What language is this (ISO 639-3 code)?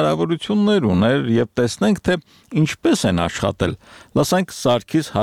hye